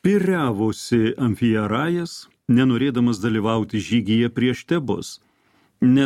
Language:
Lithuanian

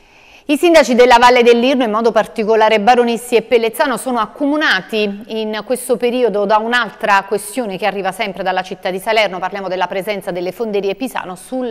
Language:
Italian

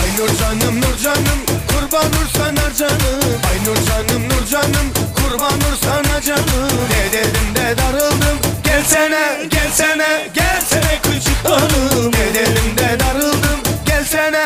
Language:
Turkmen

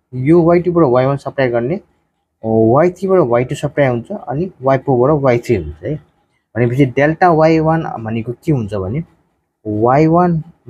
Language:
Nepali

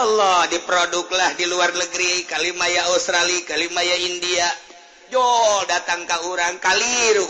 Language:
Sundanese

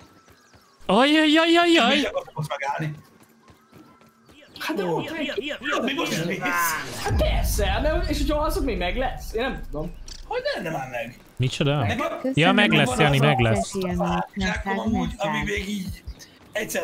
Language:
Hungarian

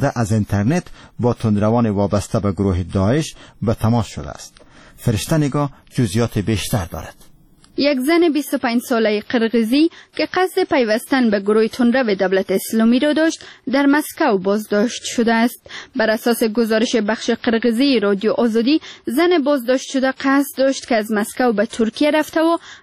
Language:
Persian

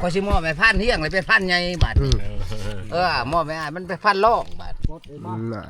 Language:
Northeastern Thai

